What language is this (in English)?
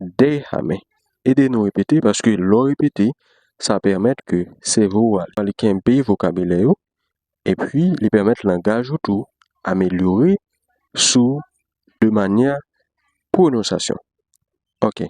Haitian Creole